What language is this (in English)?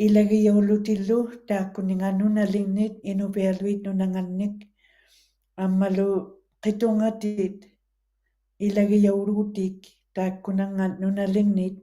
Western Canadian Inuktitut